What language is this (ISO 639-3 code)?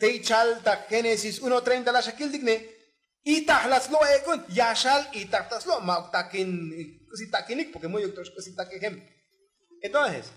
tzo